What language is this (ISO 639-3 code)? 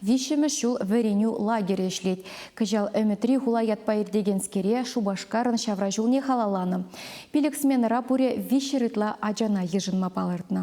chv